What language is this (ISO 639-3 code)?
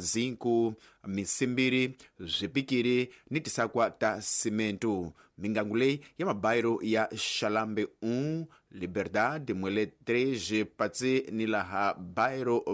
tso